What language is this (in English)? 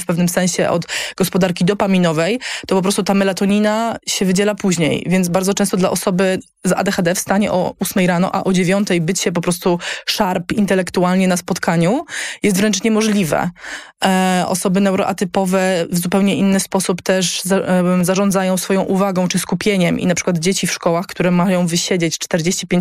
Polish